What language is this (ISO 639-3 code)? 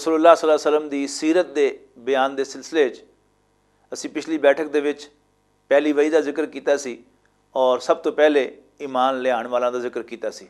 lah